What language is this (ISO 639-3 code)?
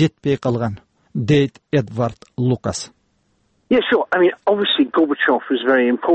kir